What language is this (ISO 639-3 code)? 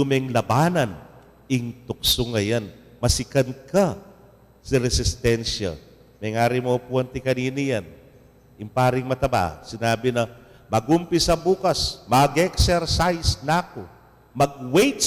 pam